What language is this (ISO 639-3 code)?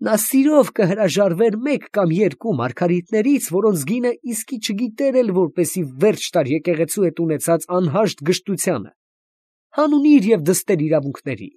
hye